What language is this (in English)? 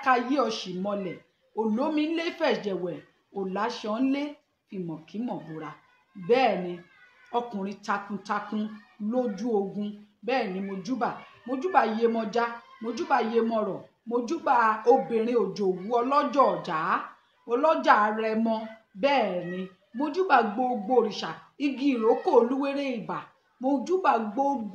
Yoruba